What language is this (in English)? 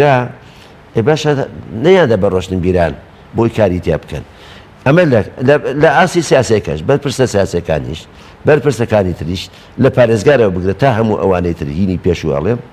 Central Kurdish